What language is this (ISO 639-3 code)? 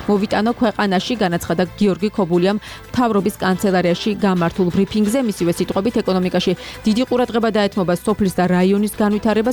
kat